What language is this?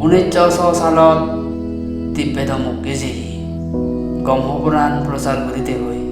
Chakma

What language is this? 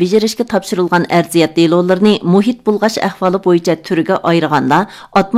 Uyghur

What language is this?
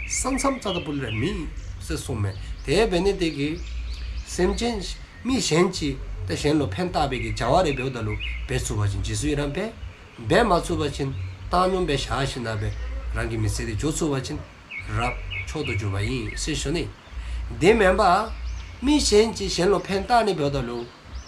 Dzongkha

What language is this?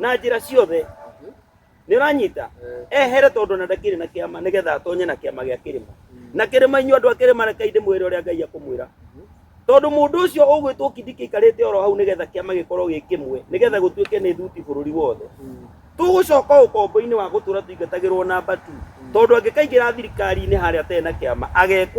Kikuyu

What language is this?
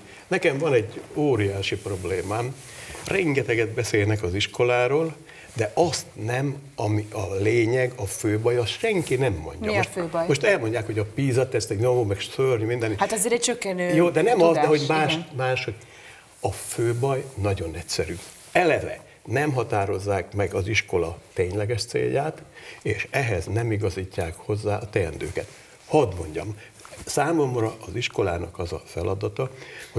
Hungarian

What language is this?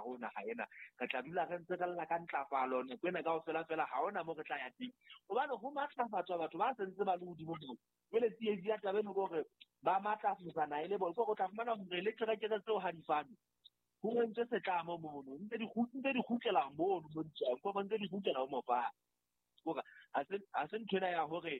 Southern Sotho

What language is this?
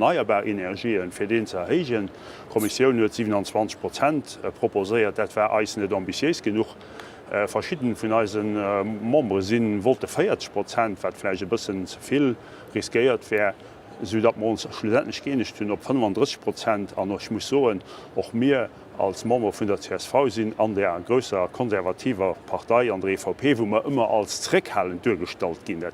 Luxembourgish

